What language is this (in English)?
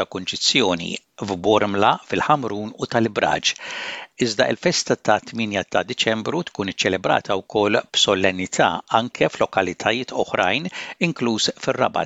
Maltese